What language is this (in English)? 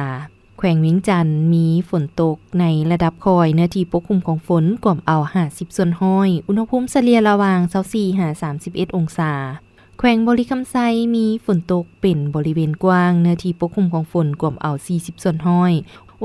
Lao